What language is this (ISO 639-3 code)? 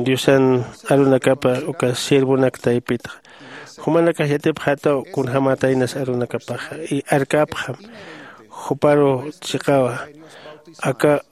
aym